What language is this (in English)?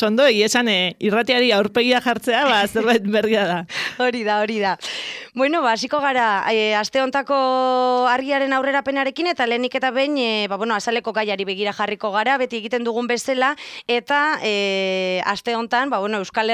Basque